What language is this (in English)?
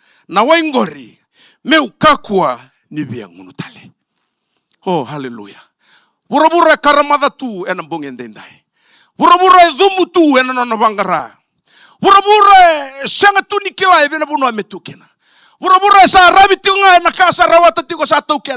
Fijian